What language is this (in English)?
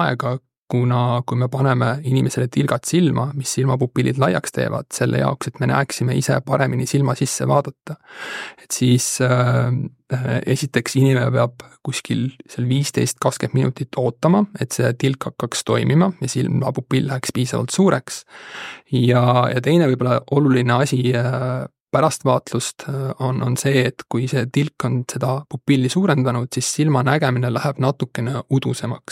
Estonian